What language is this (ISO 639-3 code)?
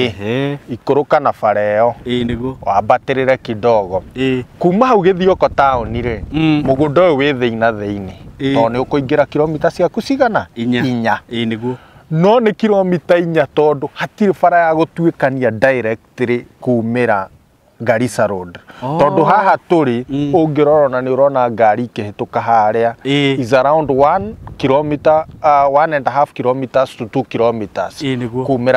kik